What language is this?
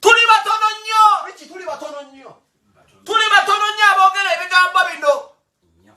Ganda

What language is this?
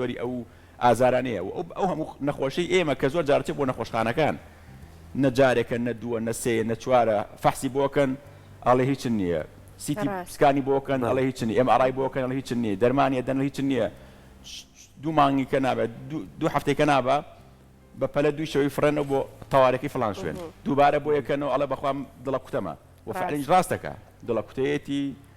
Central Kurdish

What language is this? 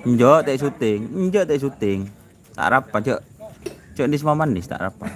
Madurese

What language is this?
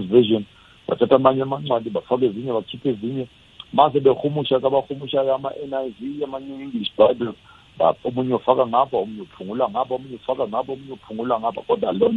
South Ndebele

